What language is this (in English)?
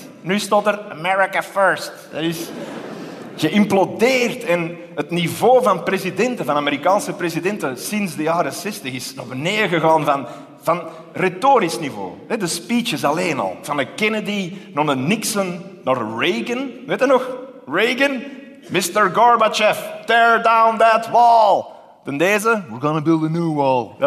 Dutch